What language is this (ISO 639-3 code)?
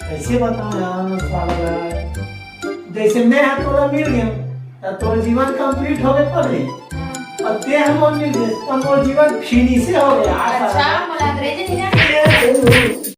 hne